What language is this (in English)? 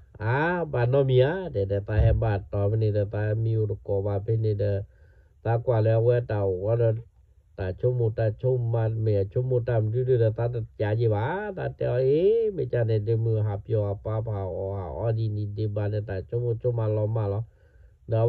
S'gaw Karen